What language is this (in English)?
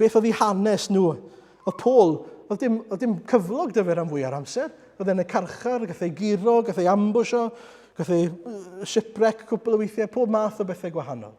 Welsh